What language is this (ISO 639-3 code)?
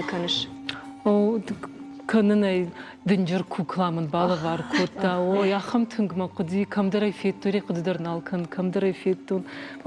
oss